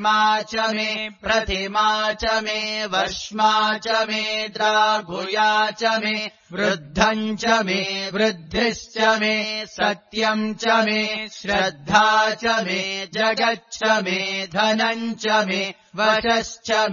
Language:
Sanskrit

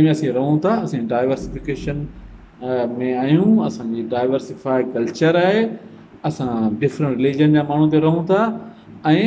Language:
Sindhi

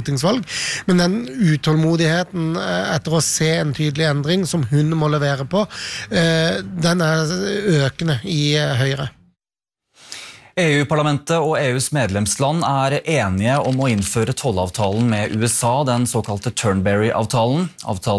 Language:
Norwegian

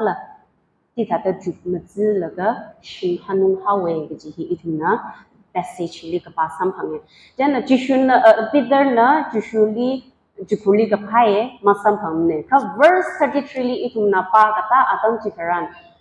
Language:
Tangkhul Naga (India)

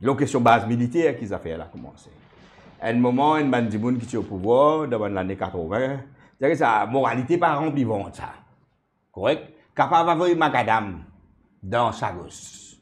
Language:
Morisyen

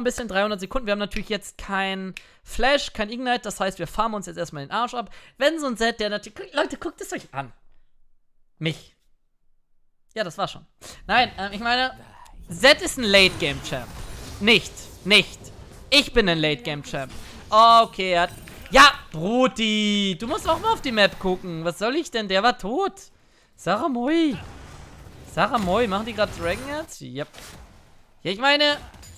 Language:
German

